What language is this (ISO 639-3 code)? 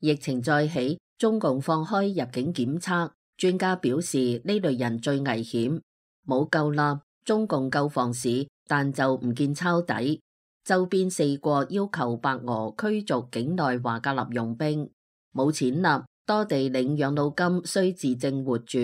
yue